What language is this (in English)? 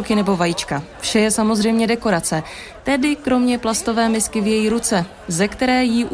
Czech